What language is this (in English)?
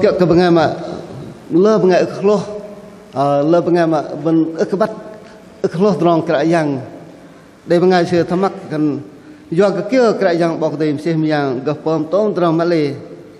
Bahnar